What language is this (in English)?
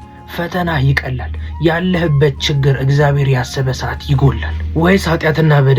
Amharic